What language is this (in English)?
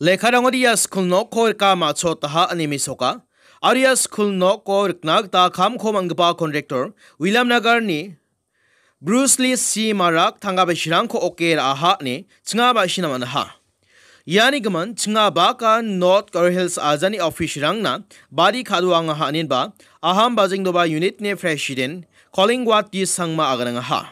Garo